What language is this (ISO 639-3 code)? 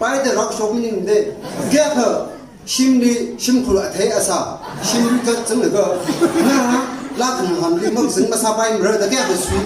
nmf